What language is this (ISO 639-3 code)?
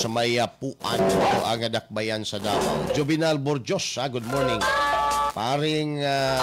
ceb